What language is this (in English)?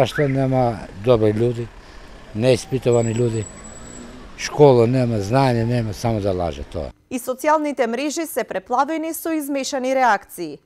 Macedonian